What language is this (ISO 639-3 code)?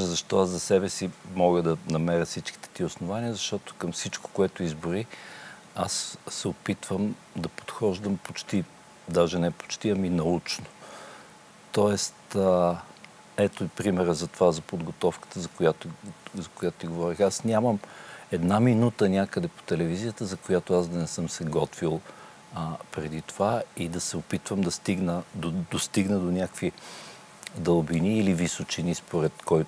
bul